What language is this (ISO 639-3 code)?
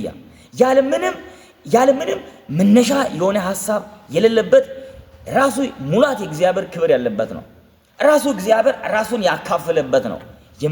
amh